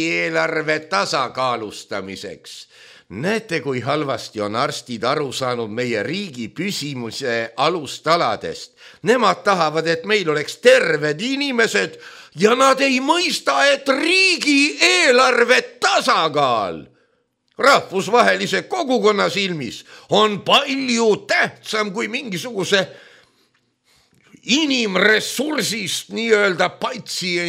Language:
Estonian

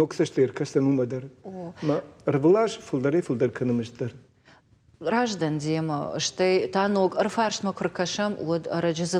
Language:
Ossetic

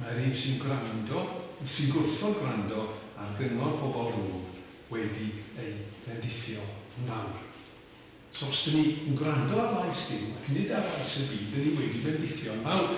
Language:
Welsh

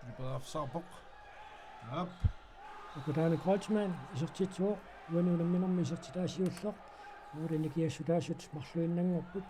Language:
Kalaallisut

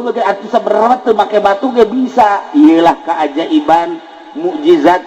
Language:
Sundanese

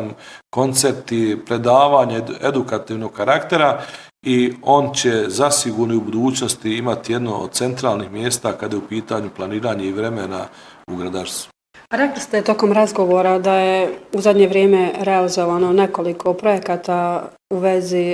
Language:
Bosnian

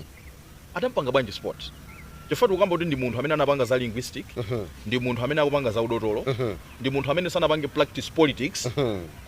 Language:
Nyanja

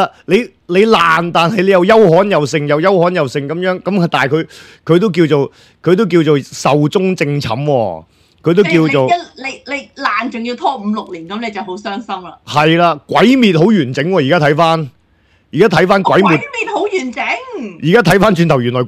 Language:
Cantonese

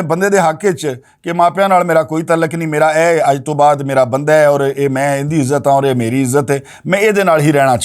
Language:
Western Panjabi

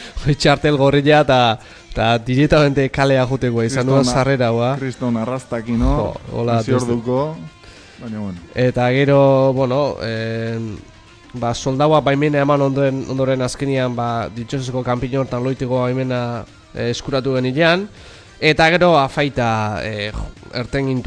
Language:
Basque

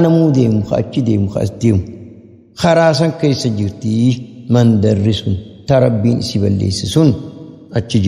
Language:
Oromo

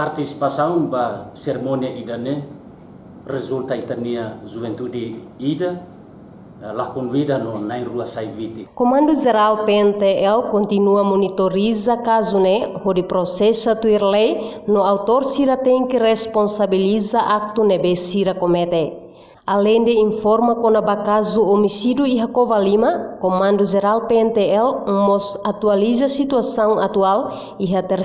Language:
Tetum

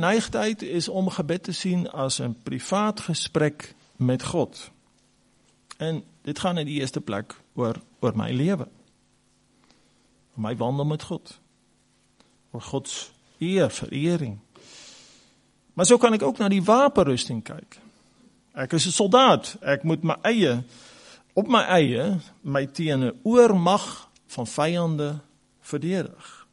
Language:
Afrikaans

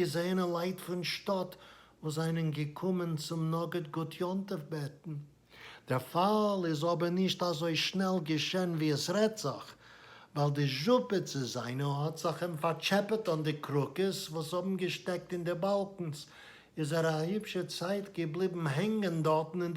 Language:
Yiddish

